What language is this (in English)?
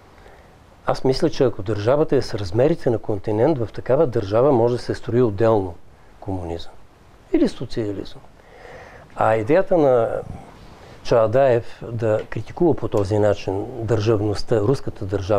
Bulgarian